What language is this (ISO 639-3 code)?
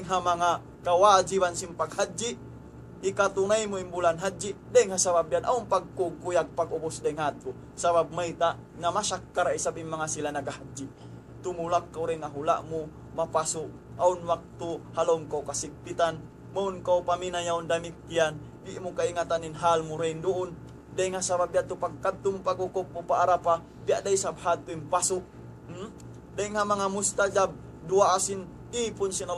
tsg